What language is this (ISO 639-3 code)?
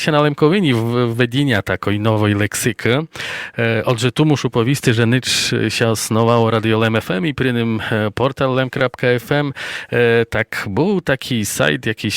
rue